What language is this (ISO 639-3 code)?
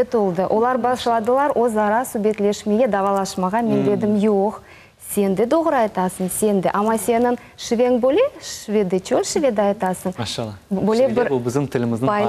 crh